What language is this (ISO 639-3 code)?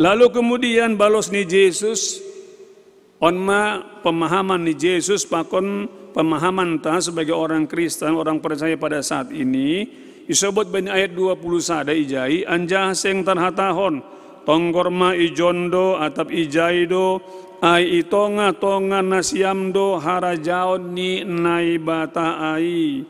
bts